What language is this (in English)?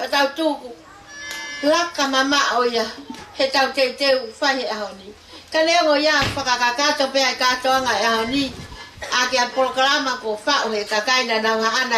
Tongan